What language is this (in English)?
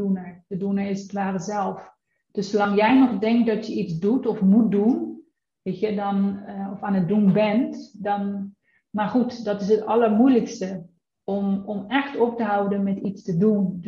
Dutch